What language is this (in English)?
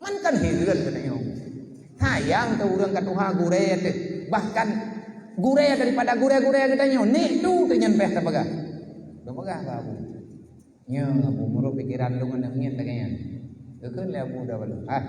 Achinese